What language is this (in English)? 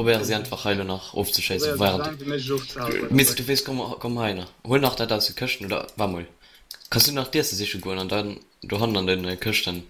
Luxembourgish